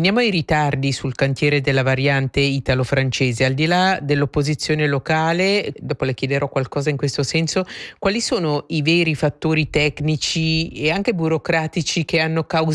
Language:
Italian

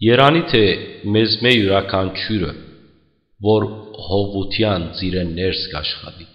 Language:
Western Armenian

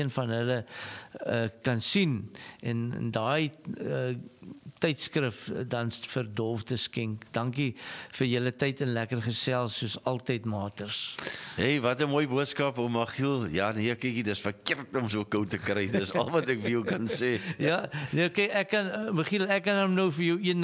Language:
Afrikaans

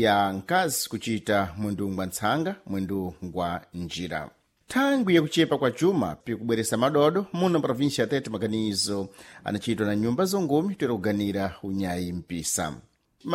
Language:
Sena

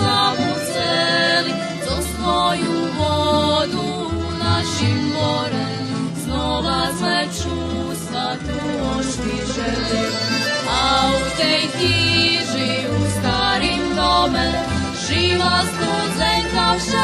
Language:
Rusyn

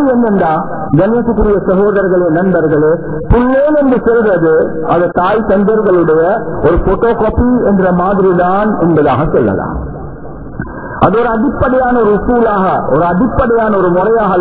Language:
Tamil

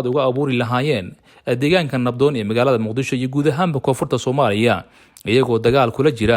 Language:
Somali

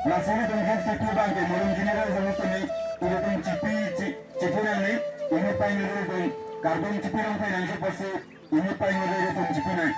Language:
Karbi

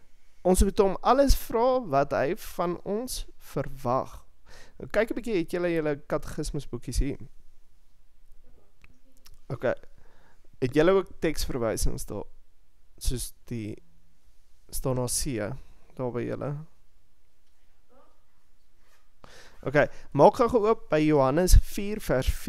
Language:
Afrikaans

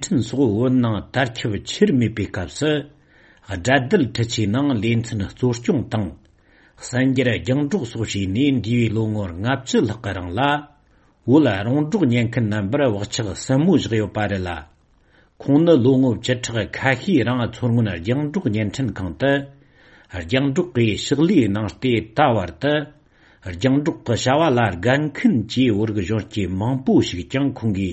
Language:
Tibetan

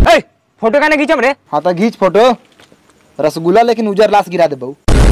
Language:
Bhojpuri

